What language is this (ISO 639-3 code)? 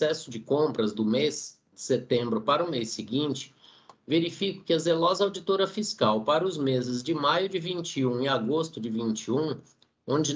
por